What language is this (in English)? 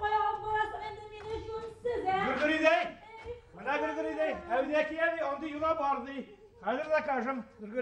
Bashkir